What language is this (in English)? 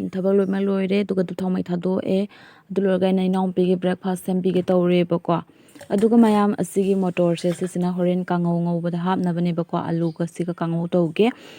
Manipuri